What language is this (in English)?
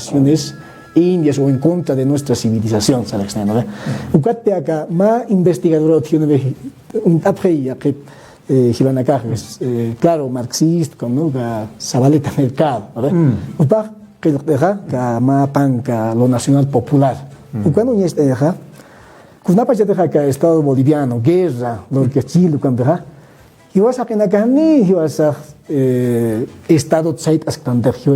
Aymara